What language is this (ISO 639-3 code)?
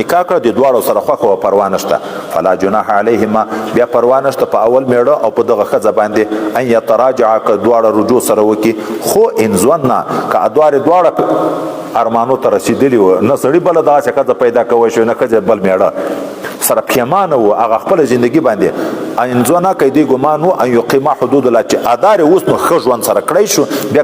pus